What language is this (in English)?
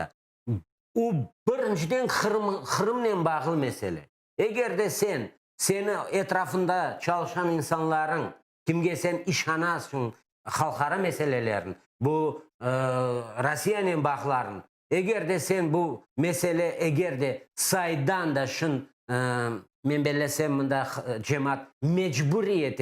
Crimean Tatar